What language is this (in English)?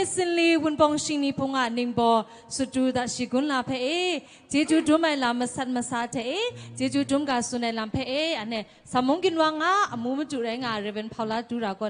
Kachin